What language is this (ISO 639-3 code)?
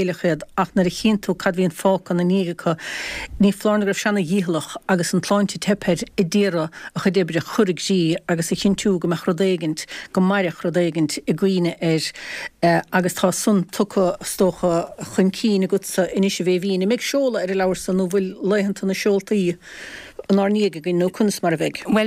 gle